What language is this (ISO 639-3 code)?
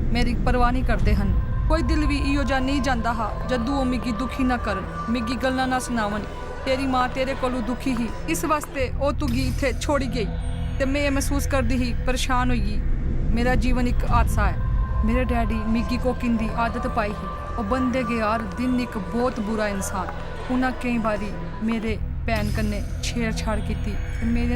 doi